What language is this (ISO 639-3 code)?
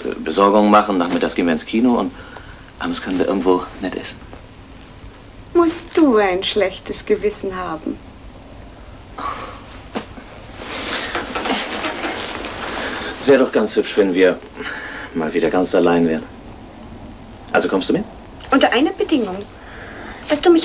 deu